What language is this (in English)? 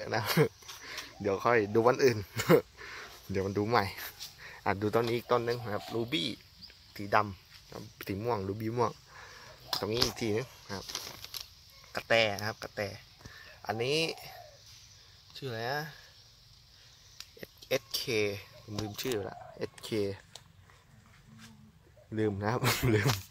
Thai